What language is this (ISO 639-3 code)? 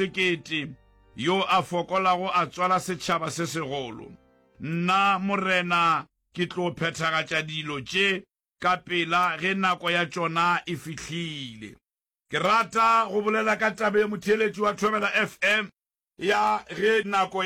nso